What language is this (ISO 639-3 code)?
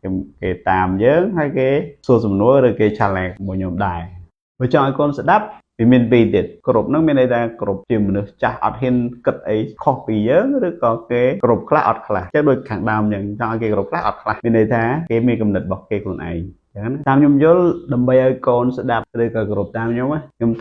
khm